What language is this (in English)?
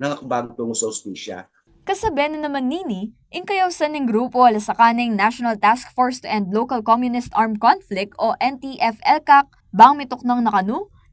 Pampanga